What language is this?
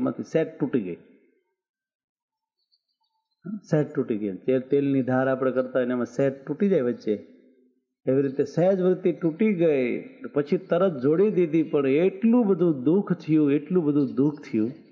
Gujarati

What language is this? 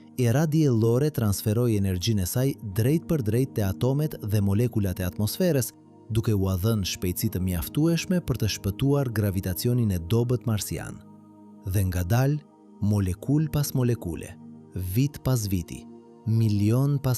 Albanian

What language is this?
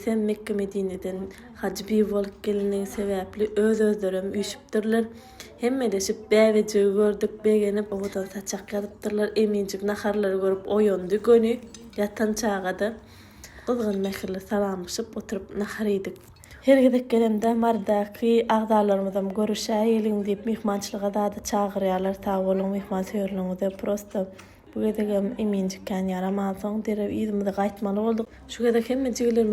Turkmen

